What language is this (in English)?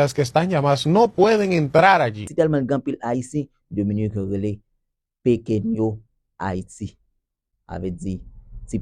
Haitian Creole